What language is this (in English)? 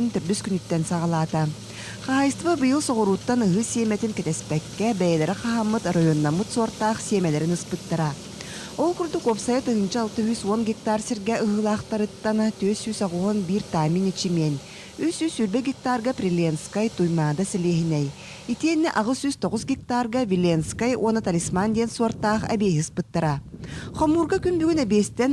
Yakut